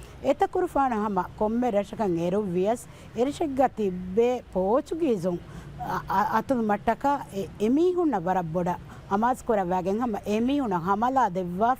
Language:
Divehi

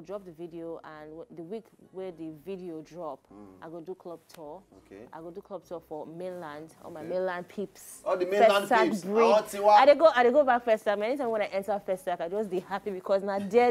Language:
Nigerian Pidgin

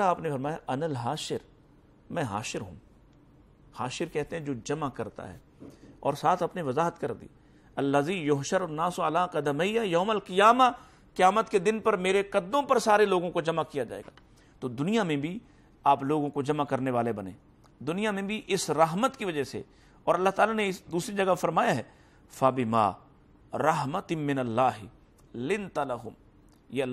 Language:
Urdu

